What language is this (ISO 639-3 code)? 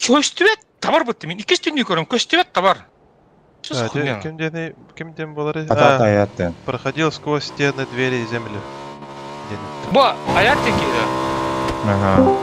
sah